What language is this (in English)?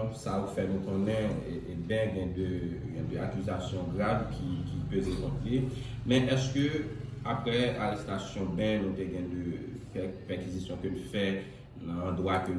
Haitian Creole